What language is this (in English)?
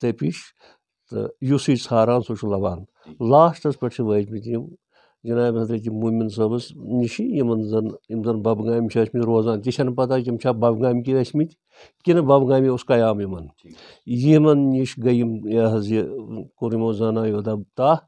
Kashmiri